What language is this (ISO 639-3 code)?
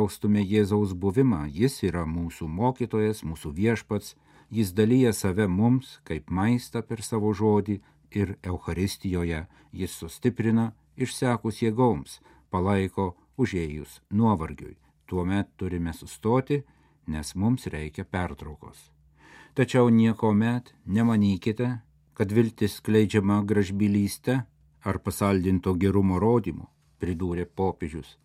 lit